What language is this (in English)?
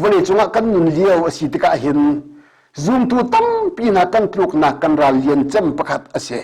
Hakha Chin